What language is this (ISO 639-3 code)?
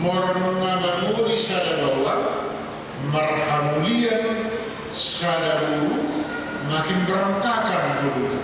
bbc